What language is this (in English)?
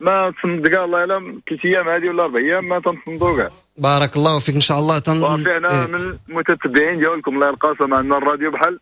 Moroccan Arabic